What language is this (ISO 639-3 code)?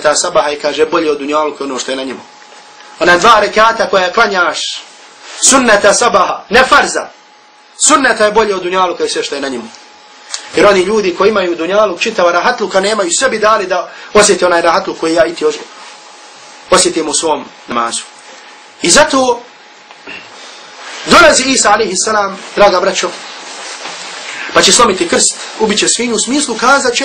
bos